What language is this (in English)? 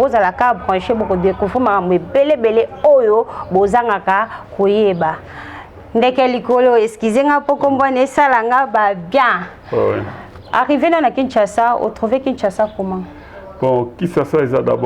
Lingala